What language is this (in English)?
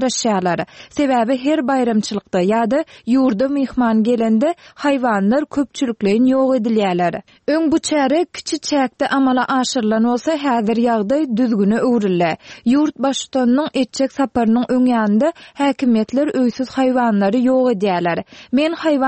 Turkmen